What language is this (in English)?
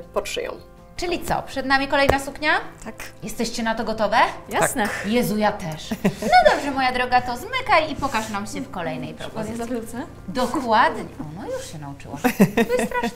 Polish